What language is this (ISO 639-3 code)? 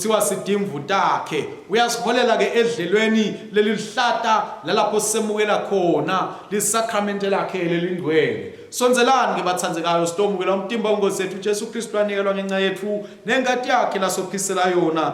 ssw